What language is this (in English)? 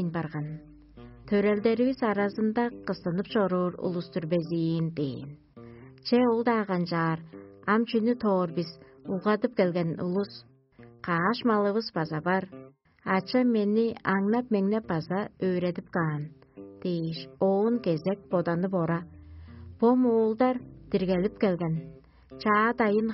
Tuvinian